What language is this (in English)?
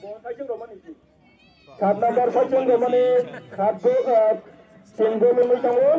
Kok Borok